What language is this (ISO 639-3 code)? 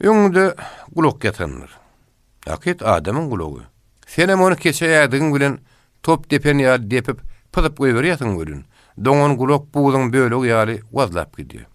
tuk